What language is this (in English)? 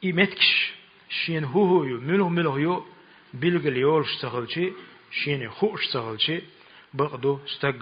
Chechen